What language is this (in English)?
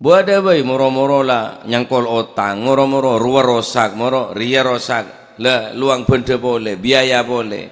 Madurese